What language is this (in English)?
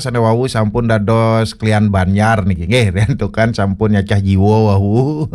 Balinese